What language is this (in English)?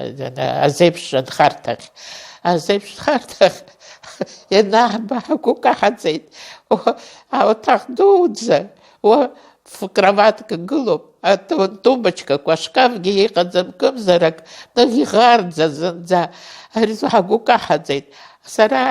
Abkhazian